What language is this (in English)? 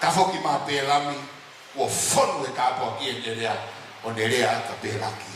Tongan